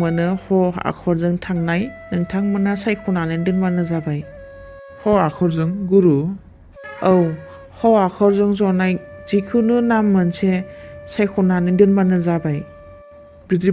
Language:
Bodo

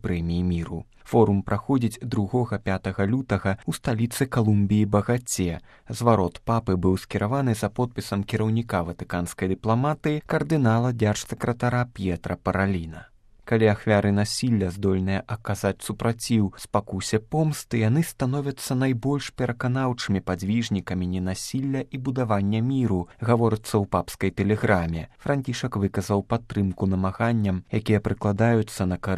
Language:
Belarusian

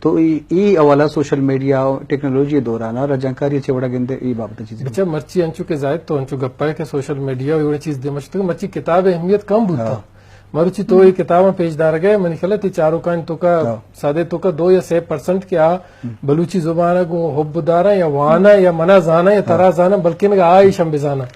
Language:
Eastern Balochi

